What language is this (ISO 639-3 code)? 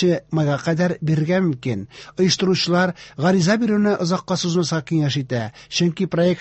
tat